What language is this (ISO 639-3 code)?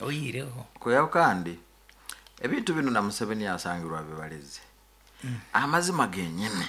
nyn